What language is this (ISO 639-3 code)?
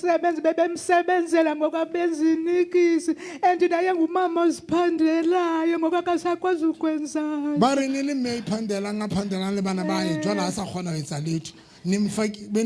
sot